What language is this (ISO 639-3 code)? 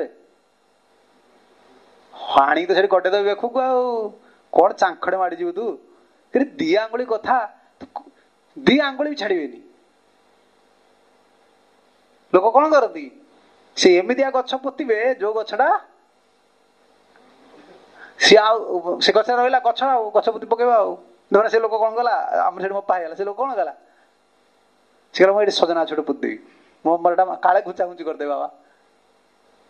ori